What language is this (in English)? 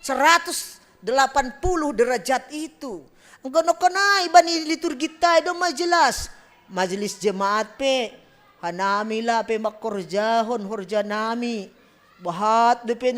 Batak Simalungun